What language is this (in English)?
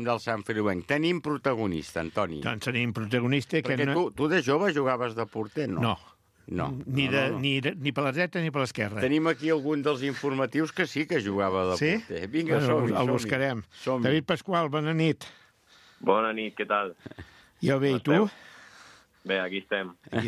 Catalan